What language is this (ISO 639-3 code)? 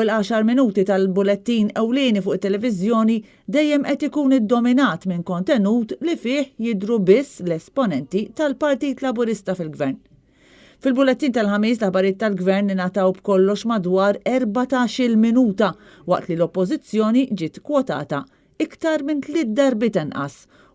mlt